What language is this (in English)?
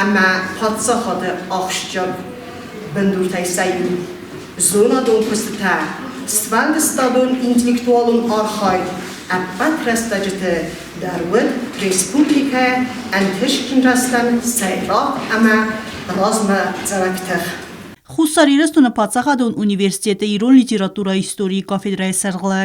Ossetic